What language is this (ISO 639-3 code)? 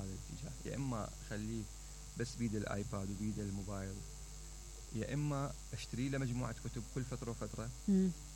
acm